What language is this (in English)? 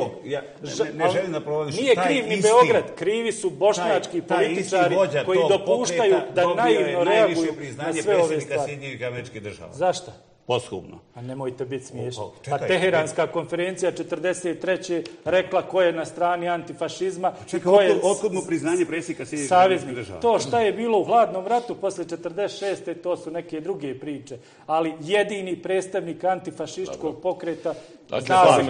Bosnian